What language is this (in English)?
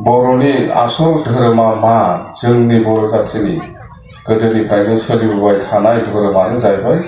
Bodo